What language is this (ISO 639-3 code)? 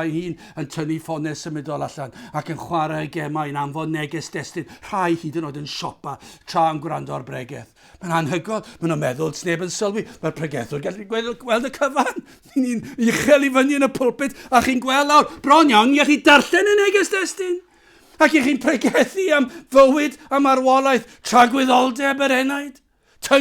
cym